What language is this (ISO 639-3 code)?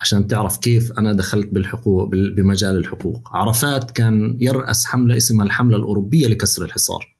apc